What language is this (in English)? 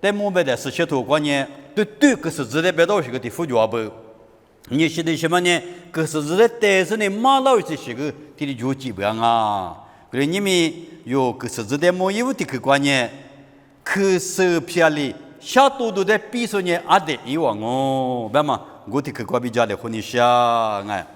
Lisu